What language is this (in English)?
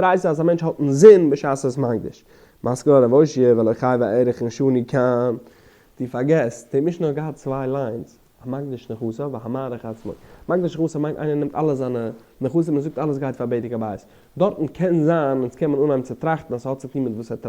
Yiddish